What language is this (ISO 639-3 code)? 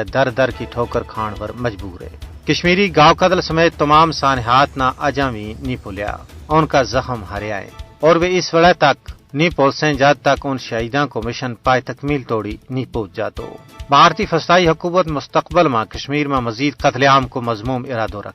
gju